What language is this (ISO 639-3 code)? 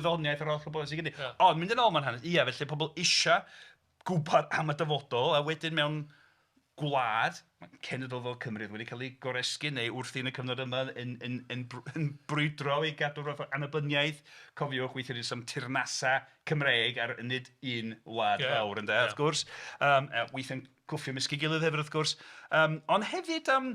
cym